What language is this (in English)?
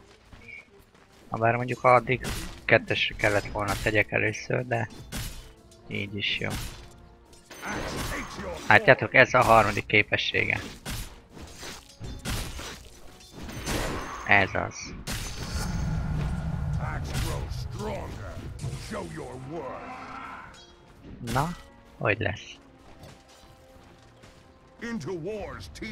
Hungarian